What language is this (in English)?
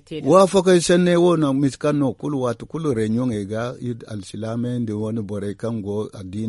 Zarma